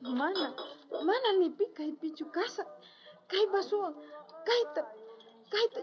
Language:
South Bolivian Quechua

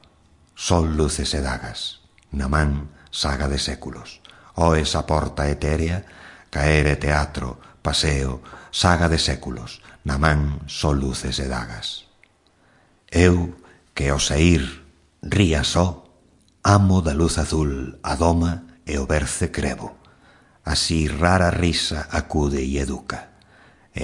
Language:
Galician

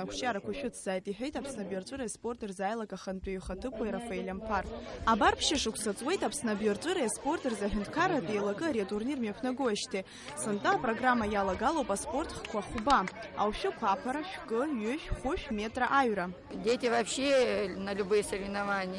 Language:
Abkhazian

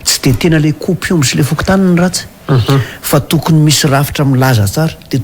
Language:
Malagasy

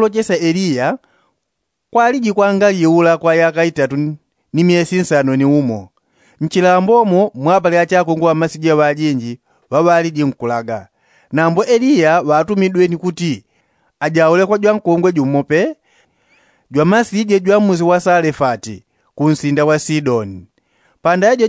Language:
Yao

